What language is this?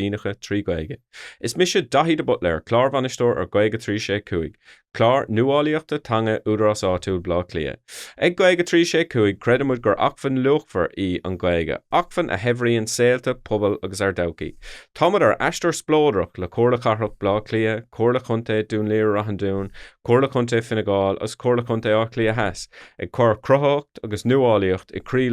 Irish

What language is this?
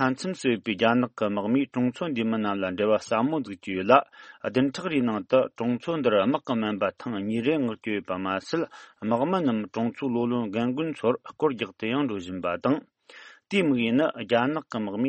Tibetan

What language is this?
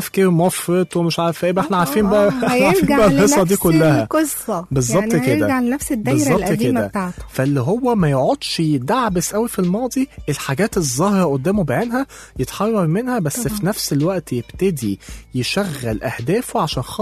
Egyptian Arabic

